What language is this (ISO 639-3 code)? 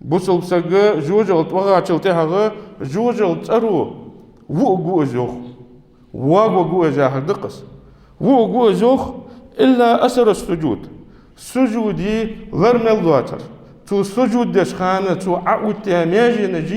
inh